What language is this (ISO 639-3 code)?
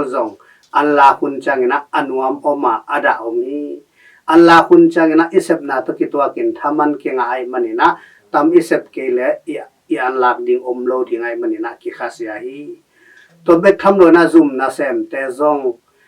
ctd